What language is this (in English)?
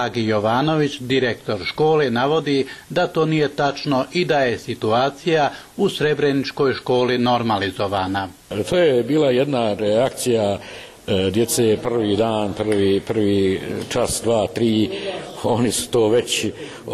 Croatian